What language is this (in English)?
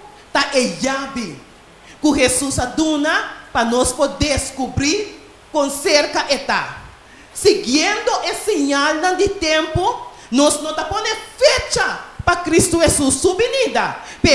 Papiamento